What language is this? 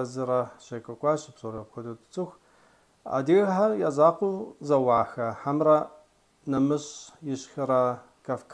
Kabardian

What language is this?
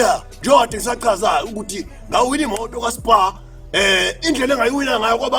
Zulu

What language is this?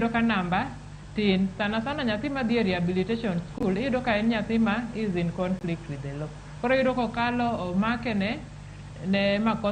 Luo (Kenya and Tanzania)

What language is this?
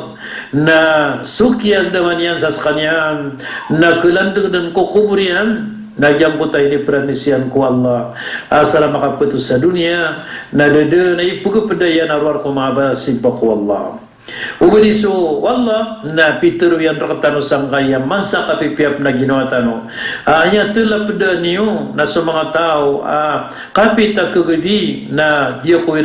Maranao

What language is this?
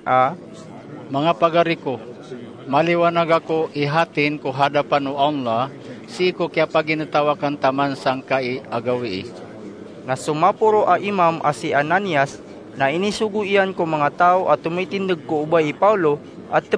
Maranao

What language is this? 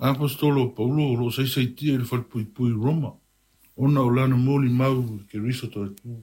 Samoan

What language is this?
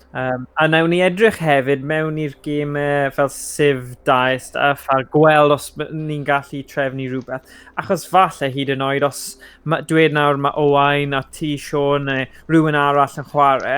Welsh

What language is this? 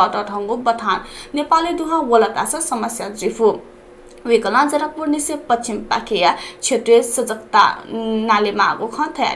Newari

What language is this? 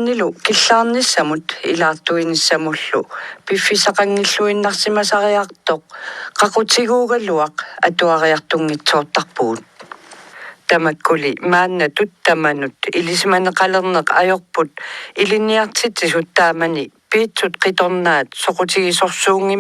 Kalaallisut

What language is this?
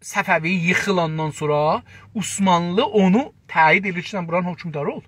South Azerbaijani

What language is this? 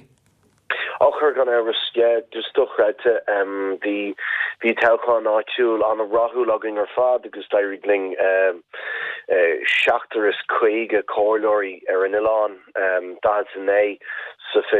Irish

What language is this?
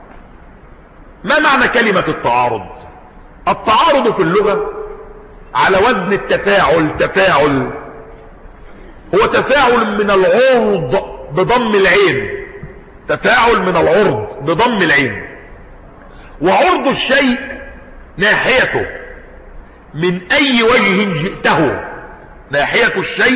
Arabic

